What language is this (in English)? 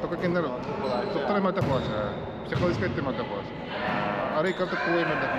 Yakut